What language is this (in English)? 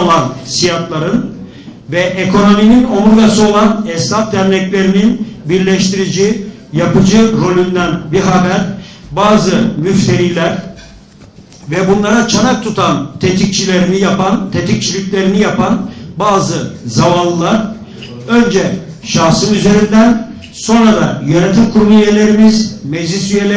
Turkish